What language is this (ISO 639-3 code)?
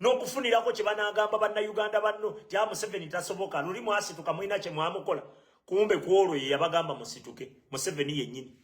lug